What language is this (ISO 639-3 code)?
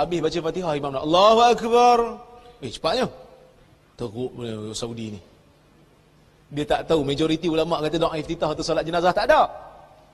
msa